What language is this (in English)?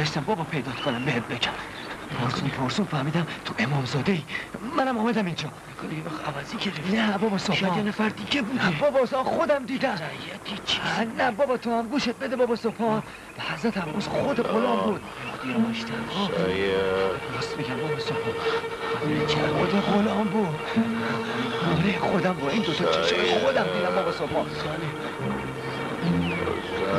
Persian